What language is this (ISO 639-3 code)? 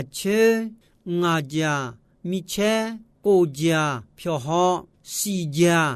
ahk